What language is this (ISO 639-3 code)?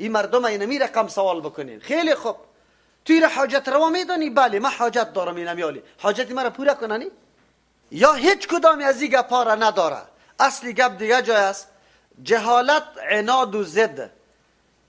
fas